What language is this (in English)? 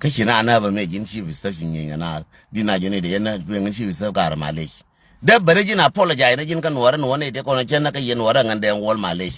Nuer